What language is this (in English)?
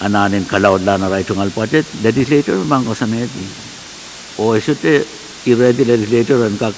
Pohnpeian